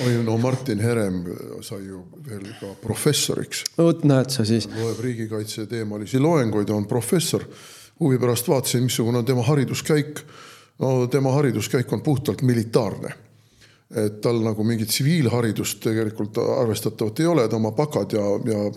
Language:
Estonian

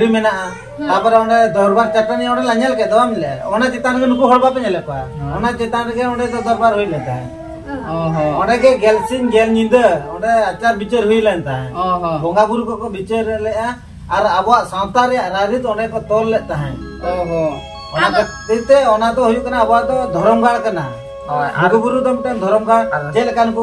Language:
Santali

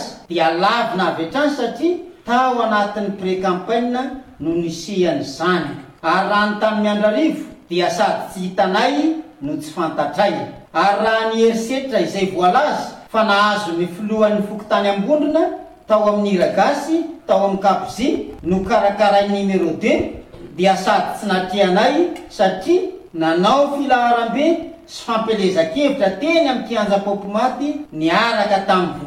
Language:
Malagasy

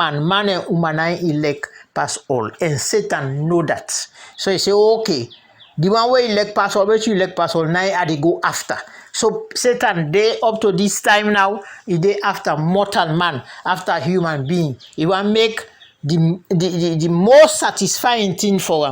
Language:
Krio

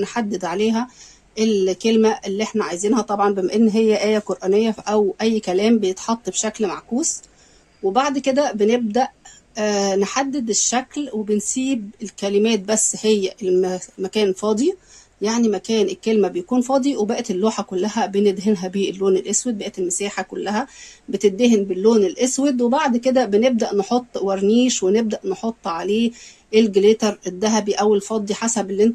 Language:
Egyptian Arabic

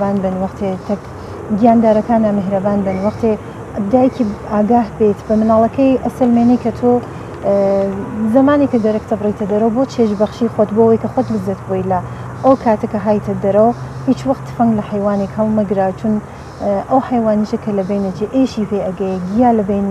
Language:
Central Kurdish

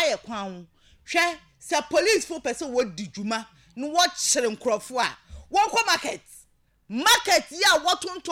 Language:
Akan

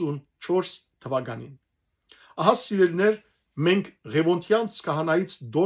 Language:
Western Armenian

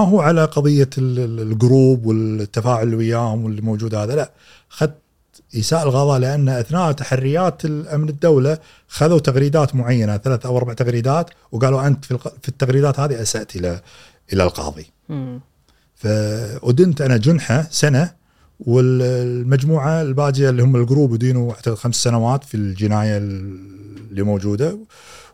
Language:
Gulf Arabic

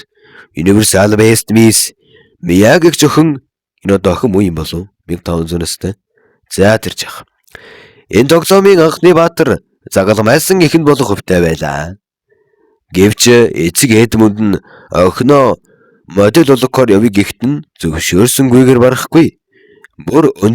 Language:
Mongolian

